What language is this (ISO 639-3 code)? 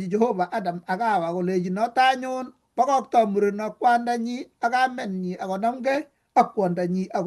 kln